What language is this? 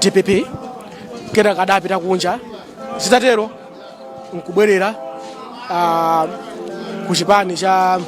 Nyanja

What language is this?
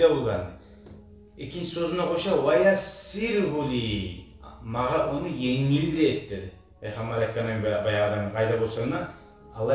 Kumyk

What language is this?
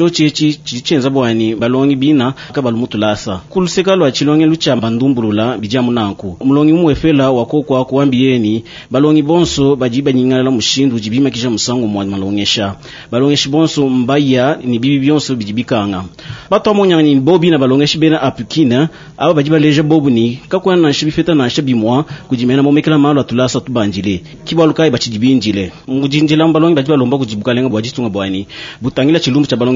Luba-Lulua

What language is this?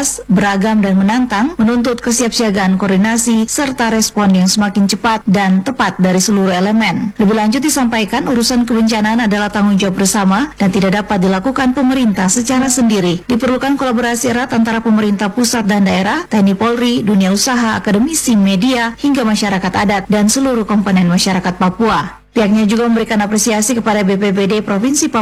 Indonesian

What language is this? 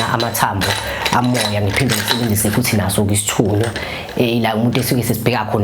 Zulu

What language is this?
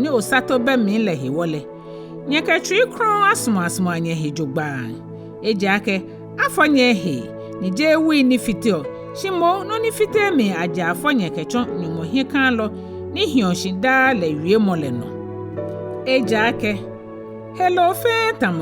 Ga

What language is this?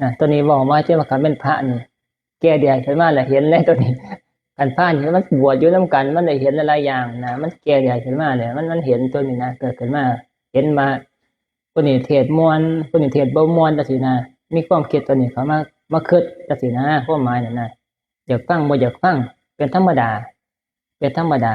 Northeastern Thai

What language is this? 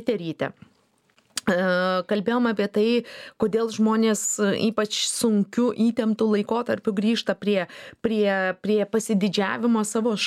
Lithuanian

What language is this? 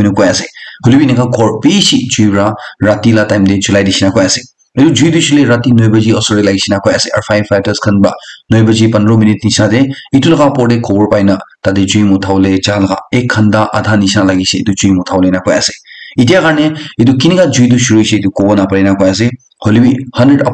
Naga Pidgin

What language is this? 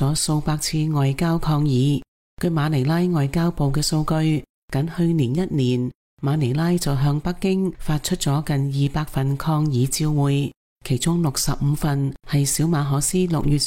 Cantonese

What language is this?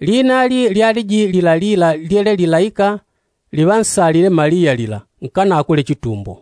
Yao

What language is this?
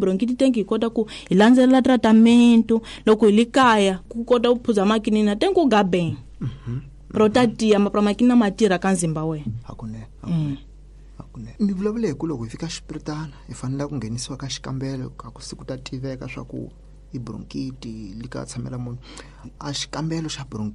Tsonga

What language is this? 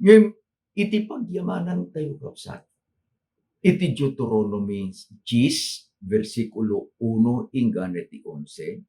Iloko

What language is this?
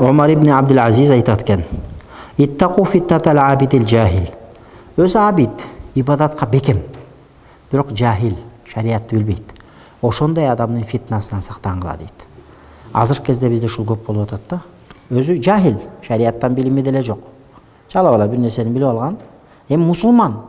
Kyrgyz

